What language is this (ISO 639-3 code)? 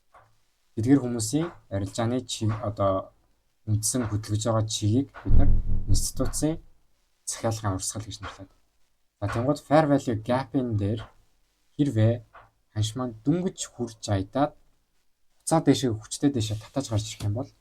mon